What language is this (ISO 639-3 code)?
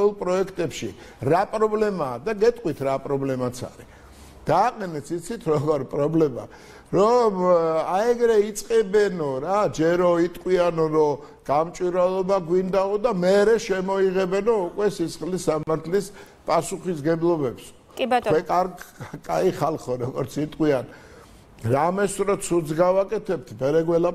kat